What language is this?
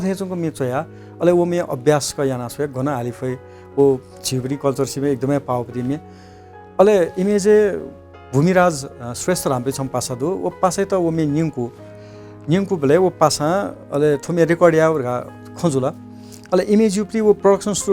Newari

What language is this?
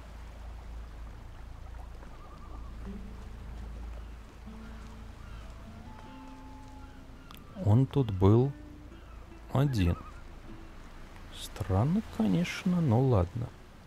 Russian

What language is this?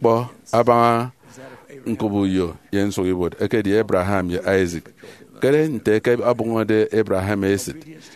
Efik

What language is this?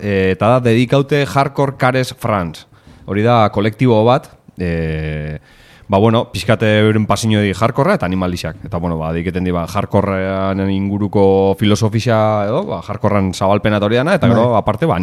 Basque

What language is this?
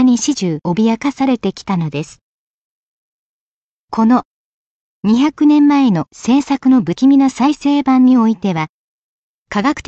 Japanese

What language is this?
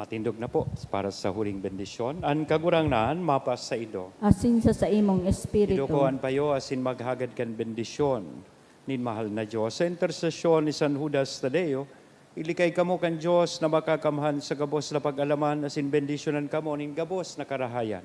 Bikol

